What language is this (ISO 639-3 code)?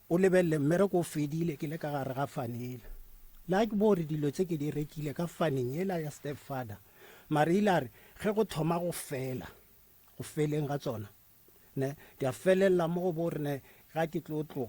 nso